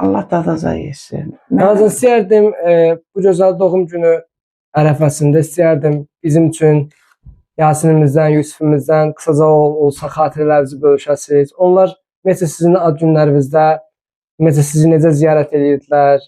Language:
Azerbaijani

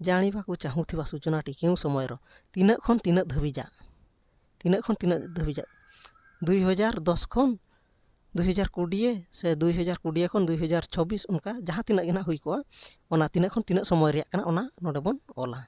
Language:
Santali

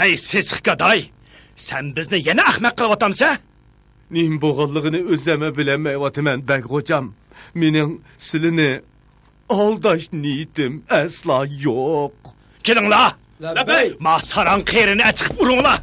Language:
Uyghur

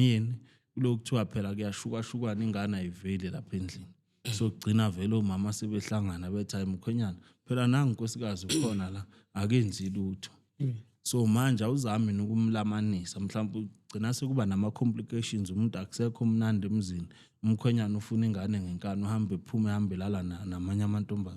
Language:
Zulu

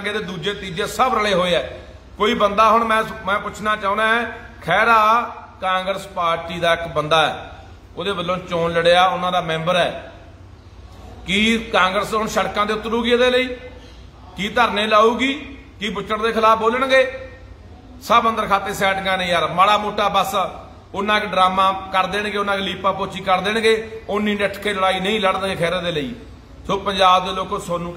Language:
Punjabi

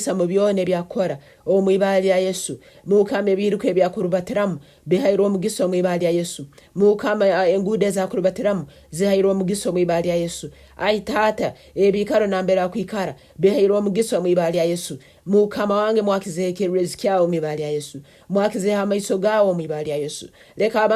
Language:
Nyankole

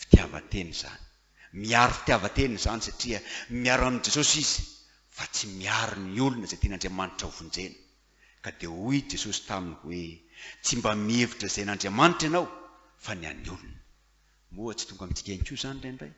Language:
Malagasy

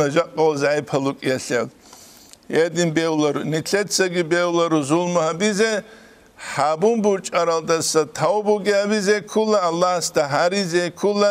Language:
Avaric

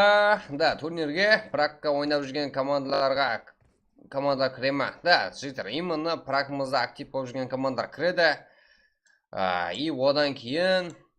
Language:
Kara-Kalpak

